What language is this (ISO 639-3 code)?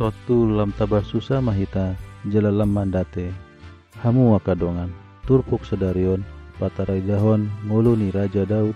bbc